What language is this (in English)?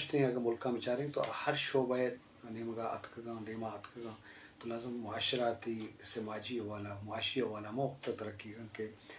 Eastern Balochi